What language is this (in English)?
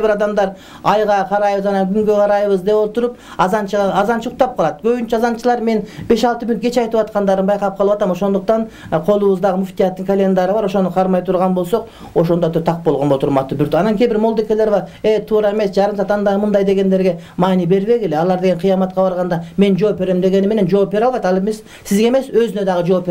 Kyrgyz